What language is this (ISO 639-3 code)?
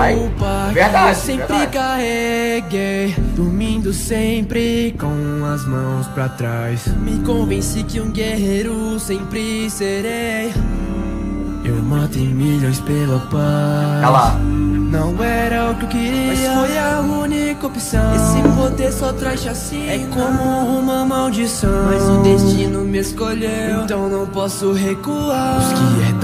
por